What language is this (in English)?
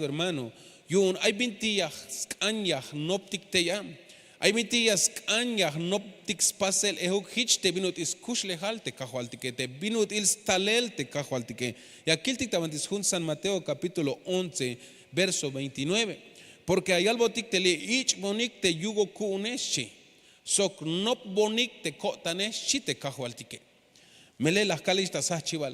Tzeltal